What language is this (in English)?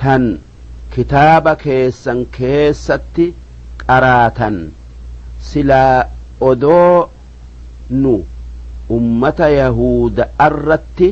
Oromo